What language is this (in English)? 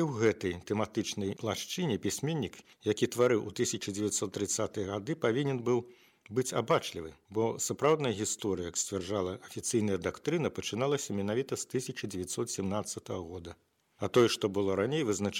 Belarusian